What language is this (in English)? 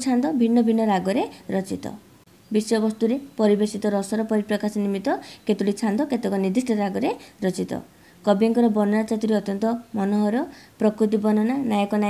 Odia